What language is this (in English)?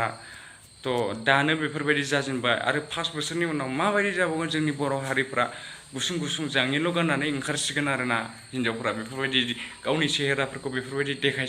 Bodo